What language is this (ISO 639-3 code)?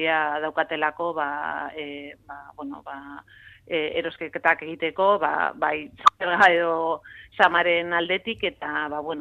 eus